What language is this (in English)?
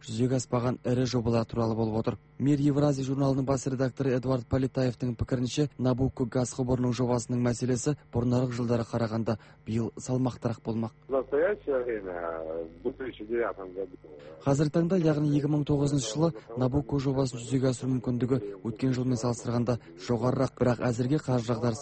Kazakh